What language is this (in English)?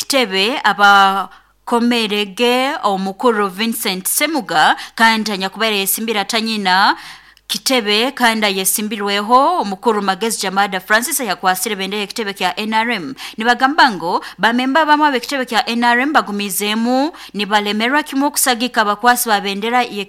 Nyoro